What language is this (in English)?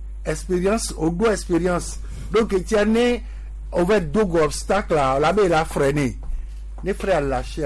Gen